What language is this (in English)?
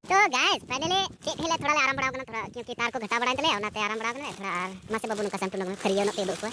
Santali